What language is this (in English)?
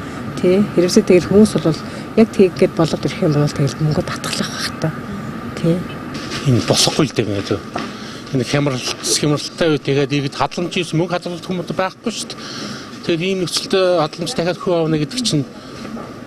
Mongolian